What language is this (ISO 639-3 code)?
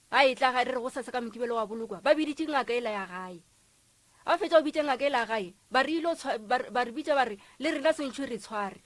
nso